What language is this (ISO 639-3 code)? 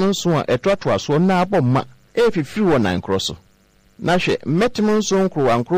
aka